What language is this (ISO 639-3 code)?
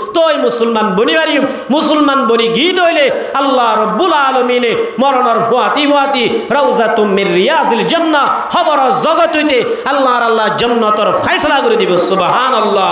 rhg